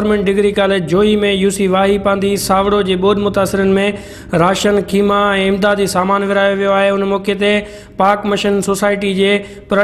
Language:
Sindhi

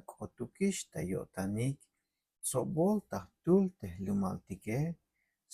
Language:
Tzeltal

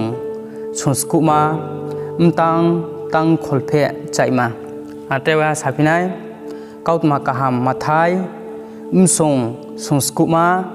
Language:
Riang (India)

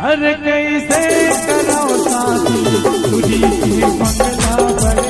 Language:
Chhattisgarhi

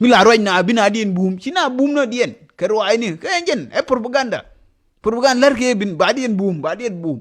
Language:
Nuer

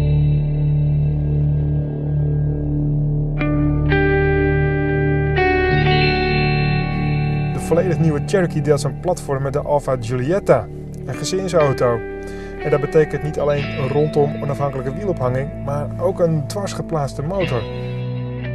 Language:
Dutch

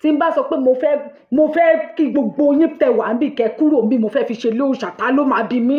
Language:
Yoruba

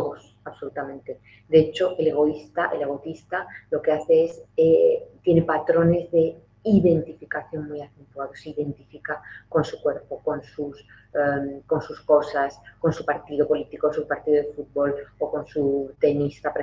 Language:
Spanish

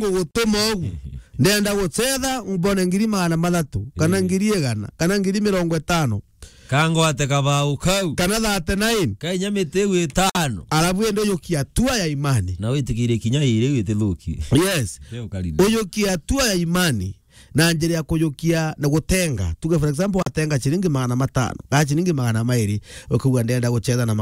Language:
Meru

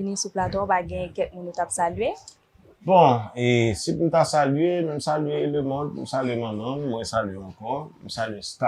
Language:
Haitian Creole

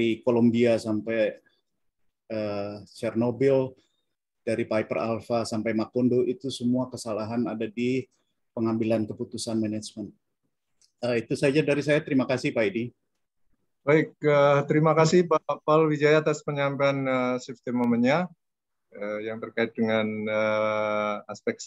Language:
Indonesian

